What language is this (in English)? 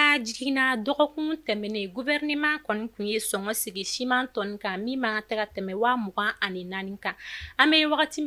Bambara